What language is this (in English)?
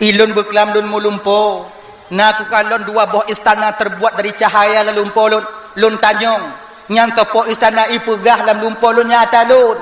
Achinese